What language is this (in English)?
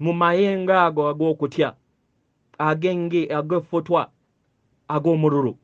Ganda